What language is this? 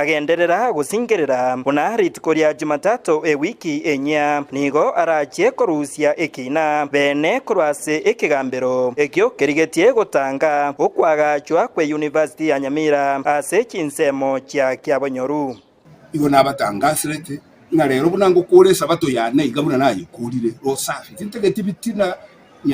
Gusii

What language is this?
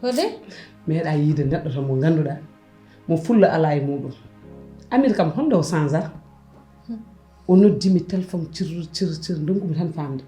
Fula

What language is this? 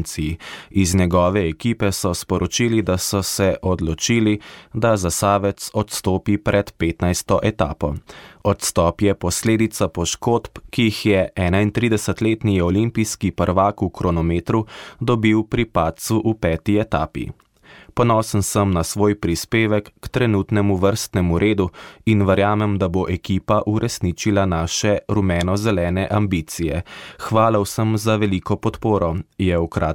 Slovenian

